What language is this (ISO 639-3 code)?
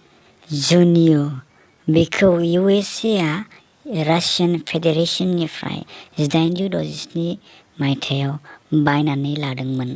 brx